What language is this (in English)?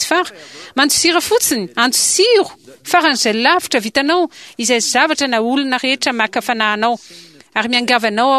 Malagasy